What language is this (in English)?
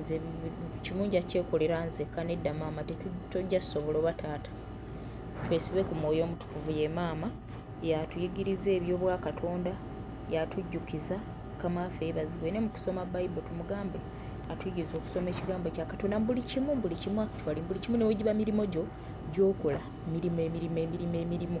Ganda